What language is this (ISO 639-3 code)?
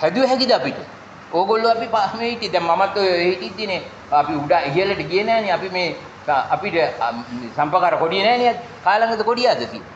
sin